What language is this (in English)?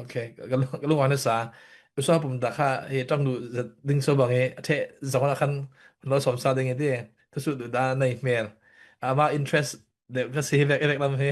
Falam Chin